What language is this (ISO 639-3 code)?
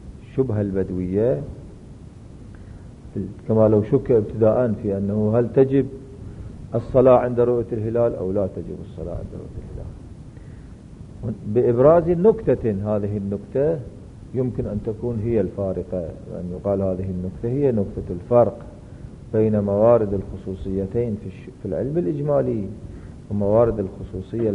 ara